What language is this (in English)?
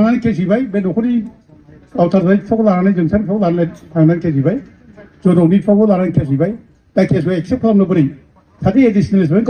Bodo